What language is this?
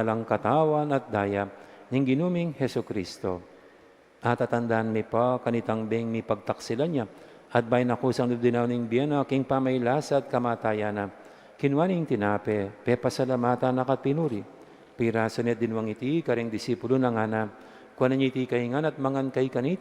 Pampanga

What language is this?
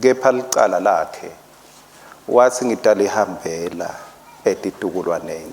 Swati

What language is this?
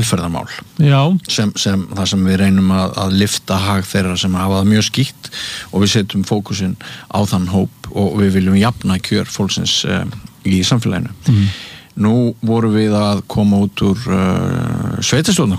Icelandic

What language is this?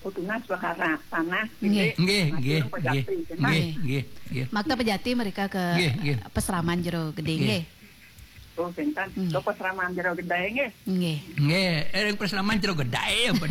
Balinese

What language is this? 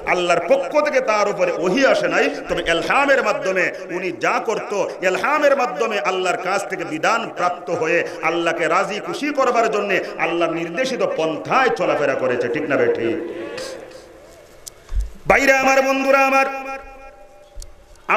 Bangla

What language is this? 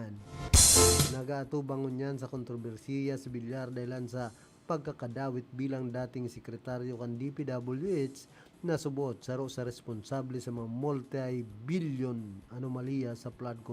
Bikol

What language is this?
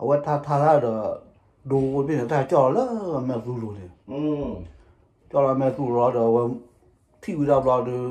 S'gaw Karen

